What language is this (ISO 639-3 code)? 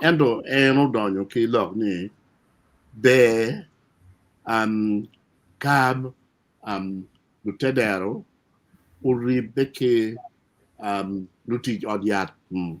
ach